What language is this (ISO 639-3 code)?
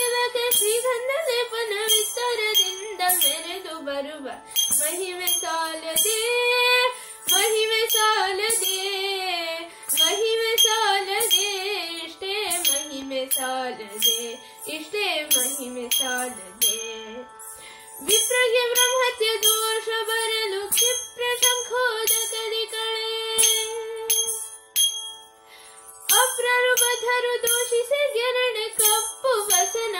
kan